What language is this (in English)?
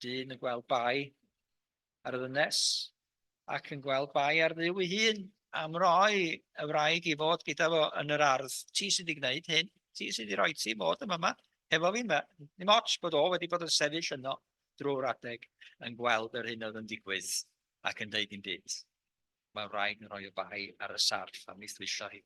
Welsh